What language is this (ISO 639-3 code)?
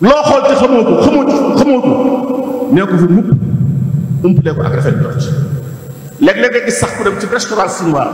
wol